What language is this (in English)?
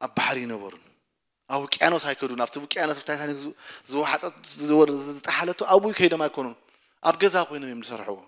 Tigrinya